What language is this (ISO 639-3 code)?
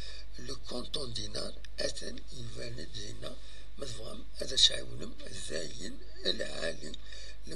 kab